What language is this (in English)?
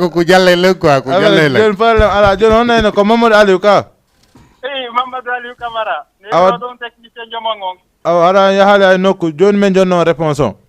Fula